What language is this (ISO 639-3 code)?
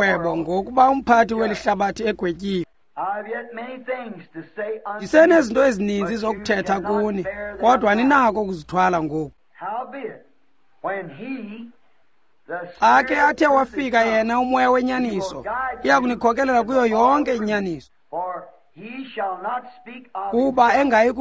xho